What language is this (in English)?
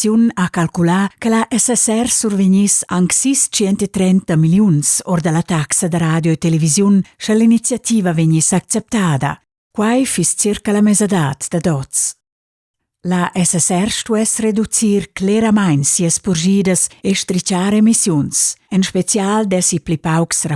Romansh